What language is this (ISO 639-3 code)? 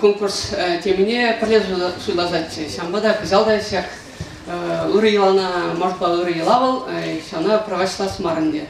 chv